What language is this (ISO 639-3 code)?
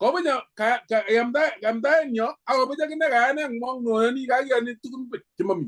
kln